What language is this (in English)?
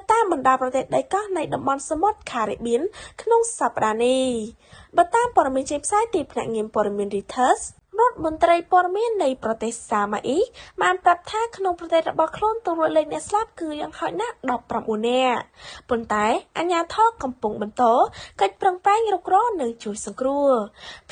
Khmer